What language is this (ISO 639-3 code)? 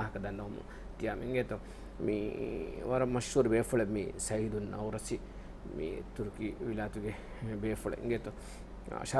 div